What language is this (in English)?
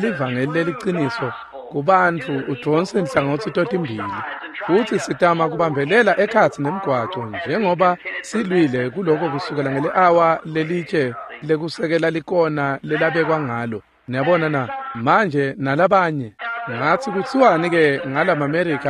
Swati